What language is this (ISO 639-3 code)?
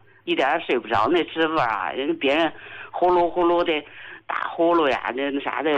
zho